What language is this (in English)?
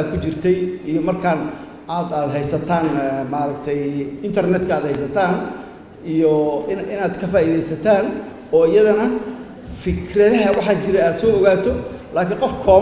Somali